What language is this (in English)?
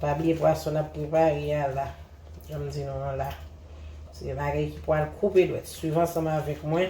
Haitian Creole